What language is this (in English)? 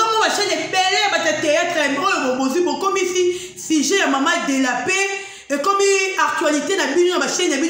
Lingala